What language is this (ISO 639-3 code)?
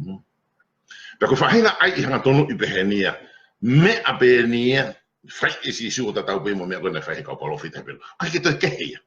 ton